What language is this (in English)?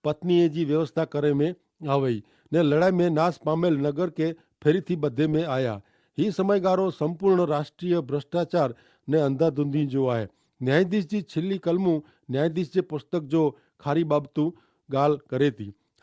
Kachhi